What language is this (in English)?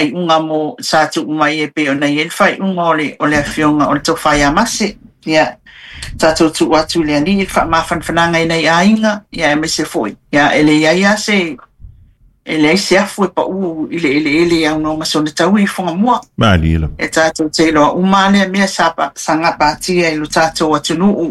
Samoan